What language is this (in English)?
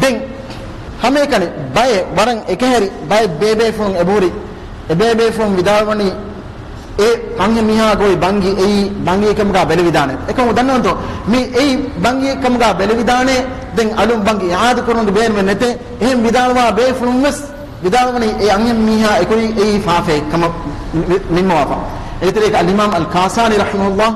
Divehi